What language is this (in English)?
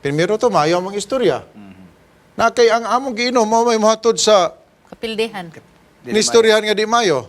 Cebuano